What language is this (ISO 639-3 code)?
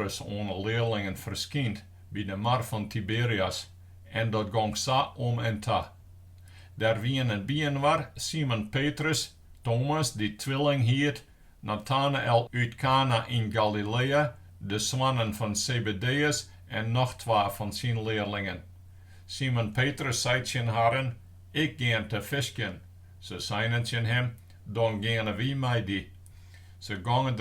fry